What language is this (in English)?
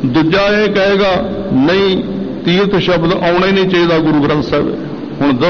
Punjabi